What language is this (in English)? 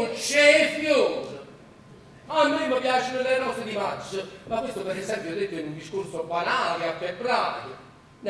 Neapolitan